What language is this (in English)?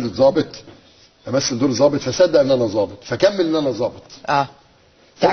Egyptian Arabic